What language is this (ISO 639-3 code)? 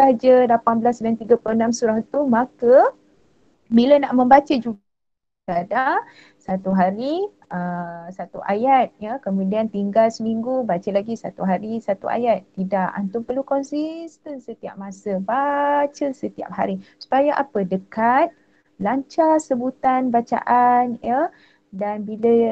msa